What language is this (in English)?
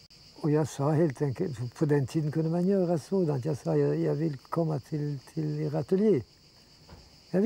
Swedish